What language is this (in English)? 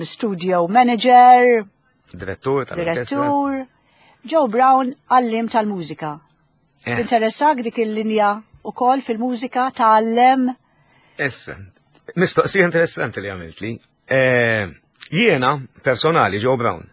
Maltese